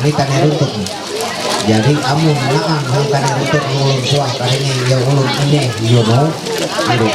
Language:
Ma'anyan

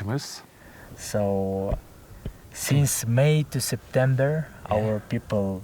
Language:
Breton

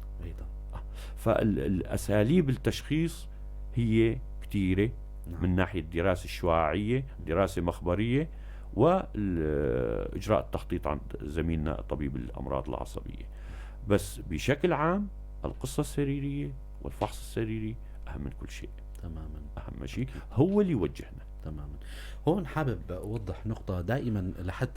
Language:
North Levantine Arabic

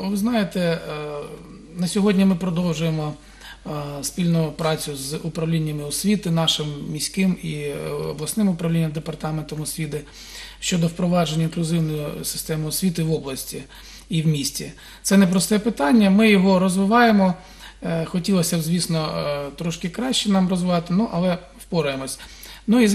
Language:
Ukrainian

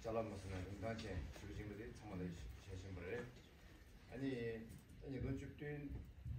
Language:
Tibetan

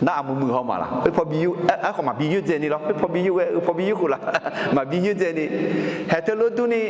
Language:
Akha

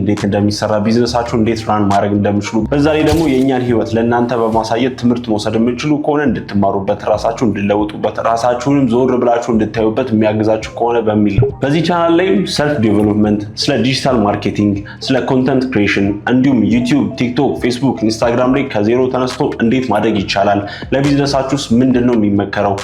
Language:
Amharic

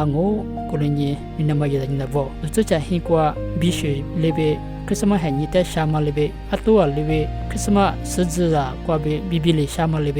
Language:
Lisu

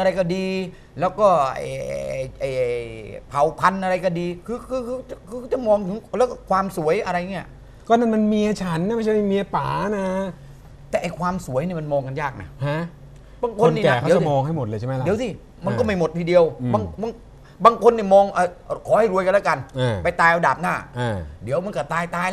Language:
Thai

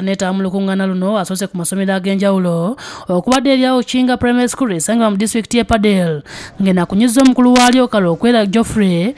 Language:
Ganda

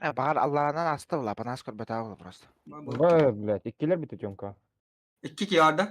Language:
Yakut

